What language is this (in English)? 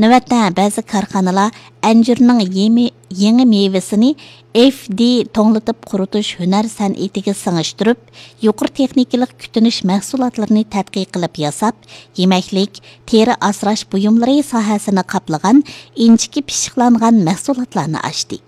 Uyghur